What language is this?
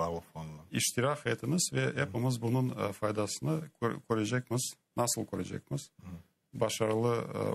Crimean Tatar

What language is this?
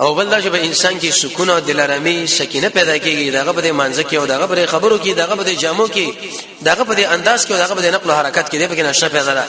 Pashto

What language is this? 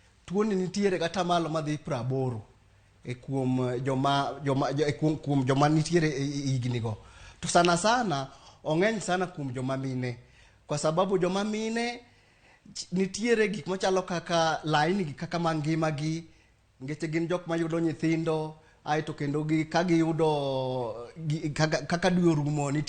Luo (Kenya and Tanzania)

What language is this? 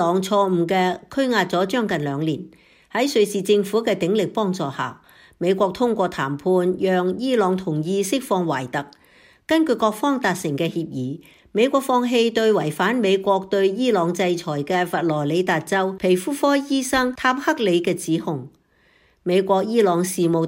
Cantonese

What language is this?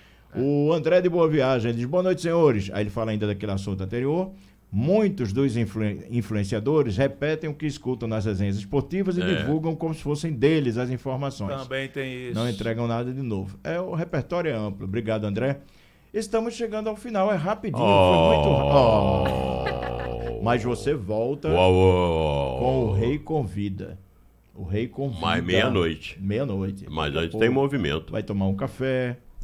Portuguese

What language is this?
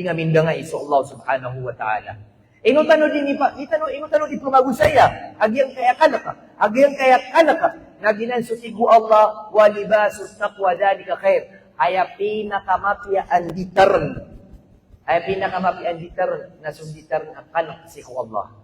Maranao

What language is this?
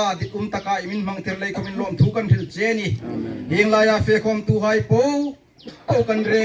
Hmar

